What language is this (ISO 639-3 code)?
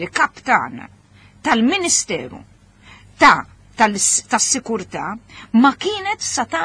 mlt